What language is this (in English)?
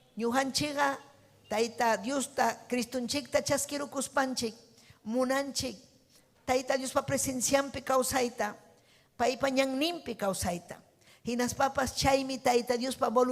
Ayacucho Quechua